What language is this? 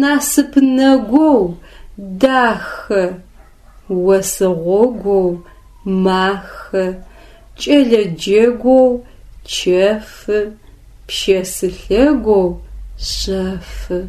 Adyghe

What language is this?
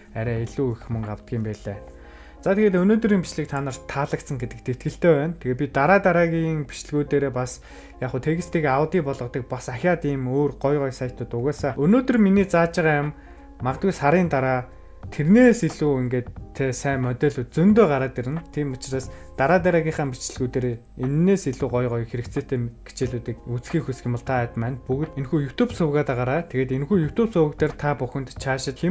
Mongolian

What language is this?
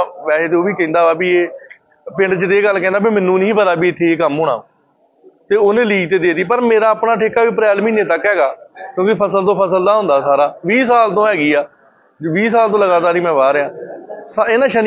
Punjabi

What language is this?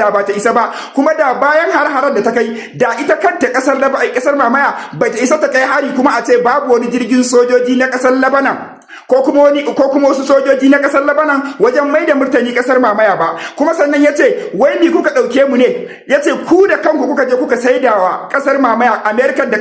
Hausa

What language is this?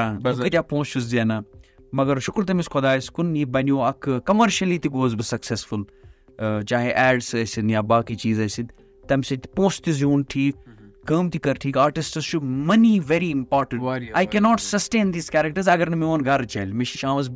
Kashmiri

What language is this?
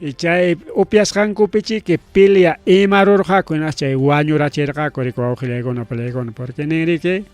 Ayacucho Quechua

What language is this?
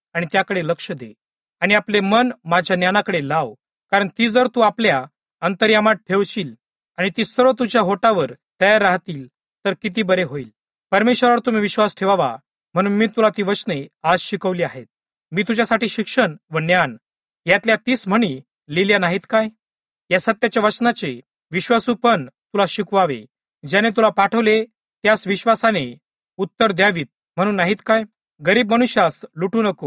Marathi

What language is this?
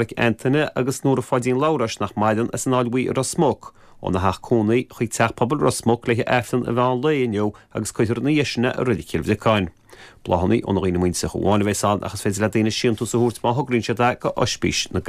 Irish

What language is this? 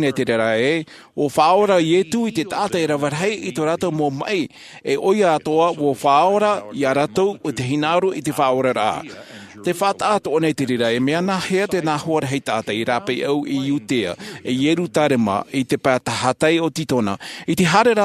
Tahitian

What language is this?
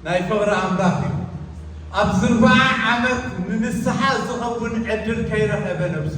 Tigrinya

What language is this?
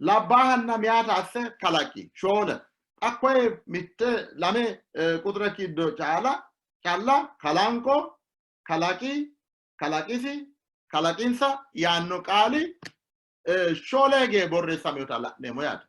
Sidamo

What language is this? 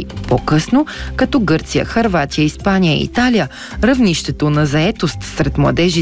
Bulgarian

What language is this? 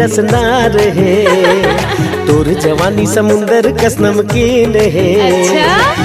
Chhattisgarhi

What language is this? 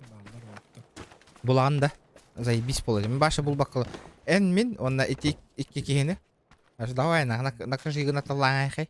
Yakut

